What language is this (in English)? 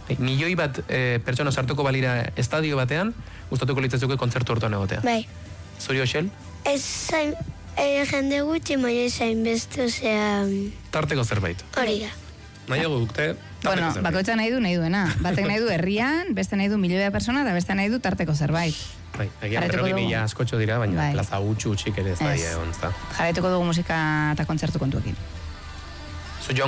Basque